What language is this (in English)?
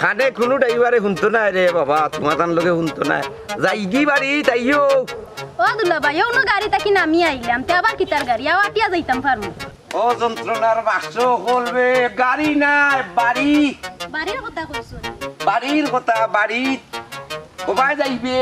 Sylheti